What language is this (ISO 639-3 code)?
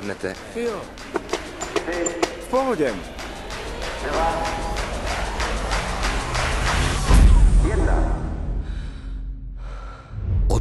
ces